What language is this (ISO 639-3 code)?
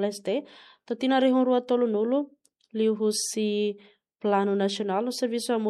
tet